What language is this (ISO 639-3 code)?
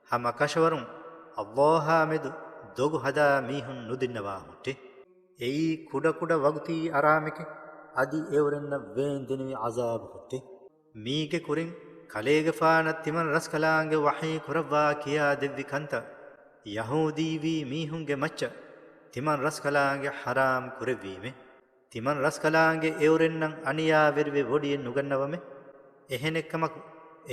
div